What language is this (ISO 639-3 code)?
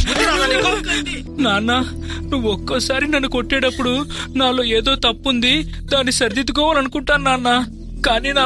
tel